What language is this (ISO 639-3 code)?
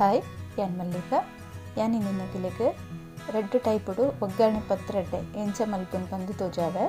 tcy